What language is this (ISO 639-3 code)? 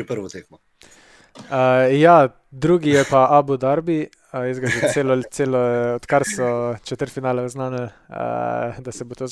slv